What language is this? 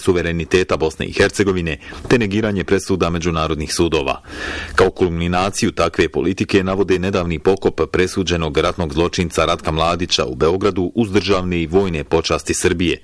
Bosnian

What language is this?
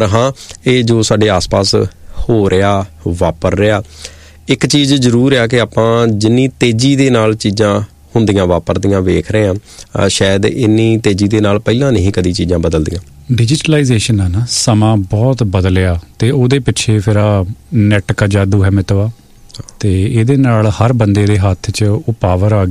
Punjabi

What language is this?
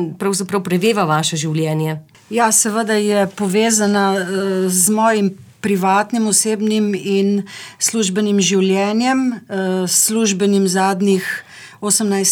Slovenian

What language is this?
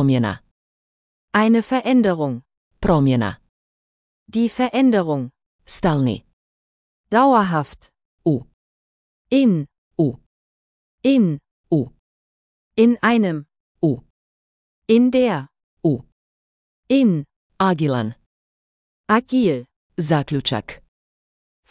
Slovenian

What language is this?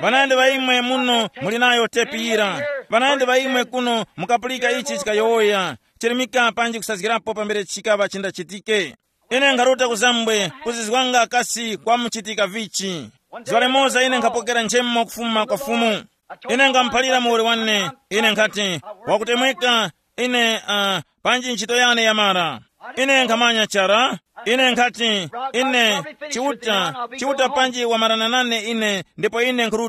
Tumbuka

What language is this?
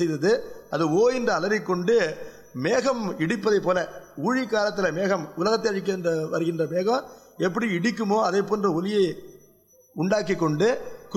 Tamil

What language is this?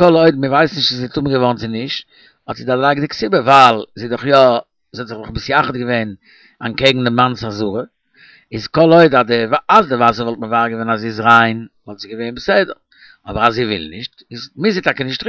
Yiddish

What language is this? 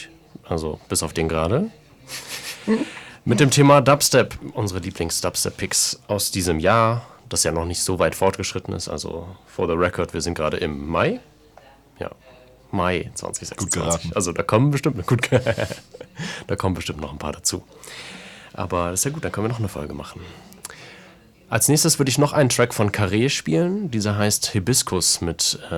German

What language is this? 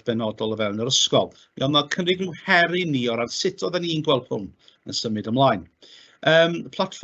Welsh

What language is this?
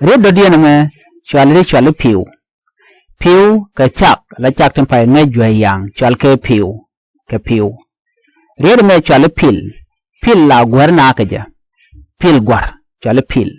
Nuer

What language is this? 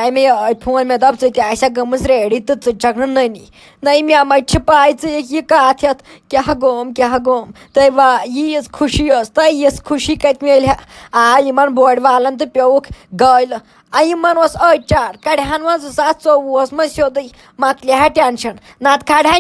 Kashmiri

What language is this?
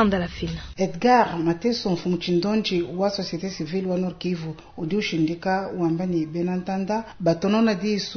Luba-Lulua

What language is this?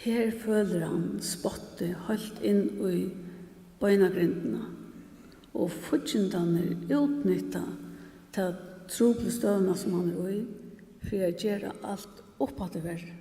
Faroese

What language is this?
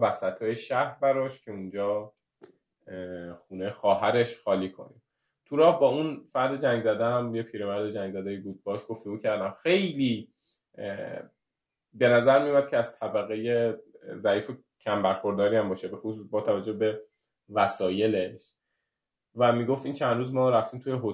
Persian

